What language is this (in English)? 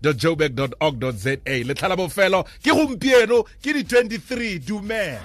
Tswana